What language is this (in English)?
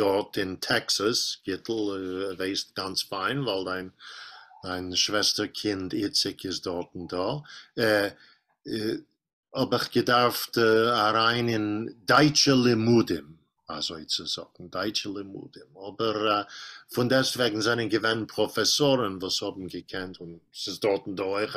Yiddish